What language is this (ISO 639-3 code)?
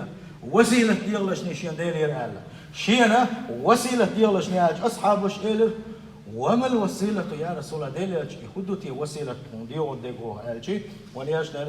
che